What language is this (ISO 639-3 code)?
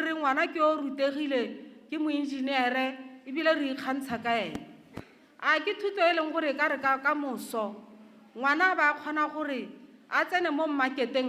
tsn